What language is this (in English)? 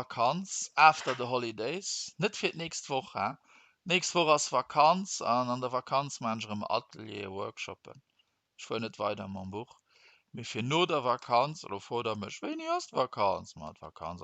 Luxembourgish